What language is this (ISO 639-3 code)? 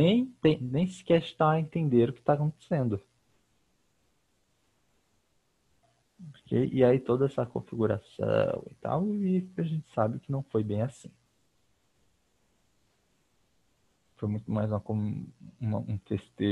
por